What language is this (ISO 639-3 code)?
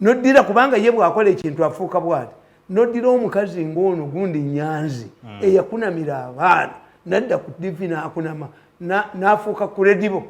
lug